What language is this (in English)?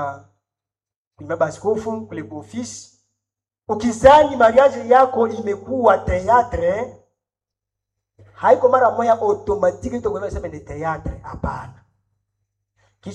Swahili